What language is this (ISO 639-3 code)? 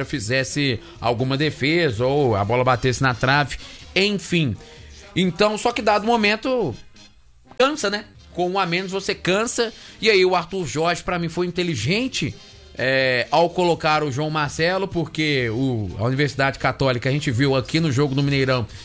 por